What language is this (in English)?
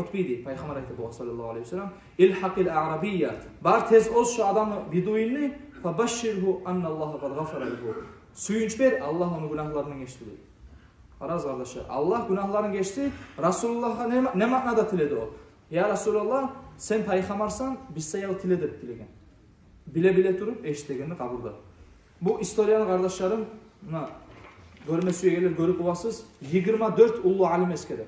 Kumyk